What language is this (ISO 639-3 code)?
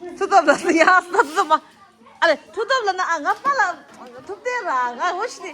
bod